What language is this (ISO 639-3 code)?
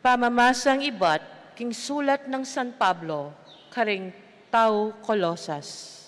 pam